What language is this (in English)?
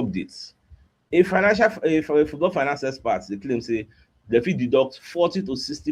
Nigerian Pidgin